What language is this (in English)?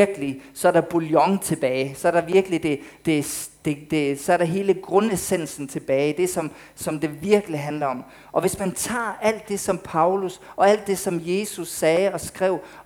Danish